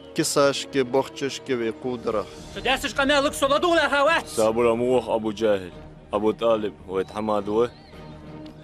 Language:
Ingush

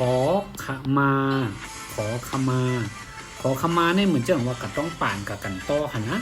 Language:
Shan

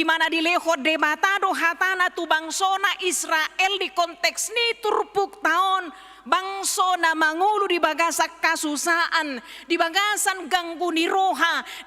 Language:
Batak Toba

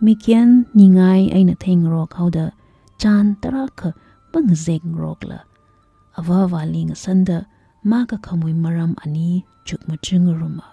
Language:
Tangkhul Naga (India)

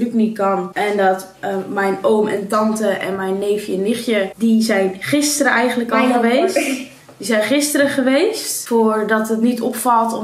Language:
Dutch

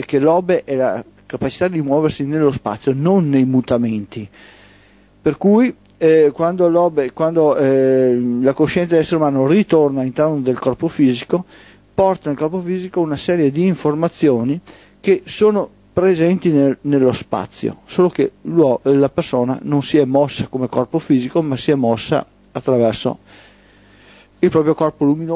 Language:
Italian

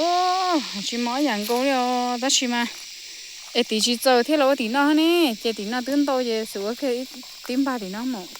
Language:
Hmong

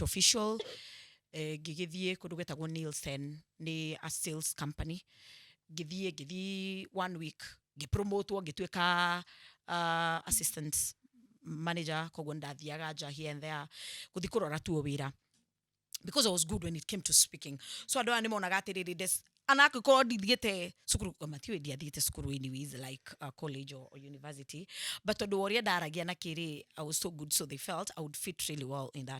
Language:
Kikuyu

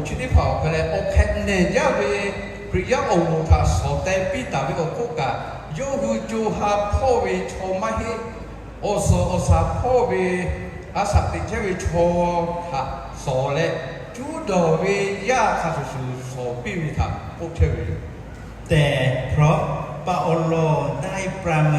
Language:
Lahu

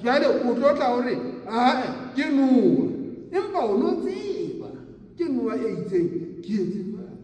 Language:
Southern Sotho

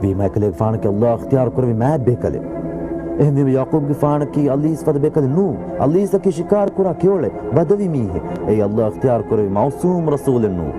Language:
Divehi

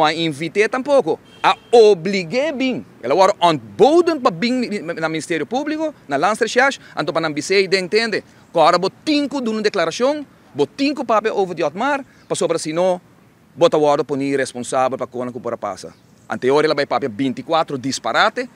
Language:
Papiamento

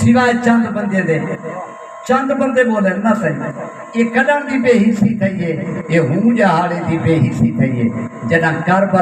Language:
Saraiki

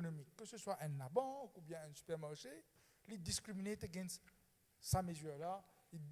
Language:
Morisyen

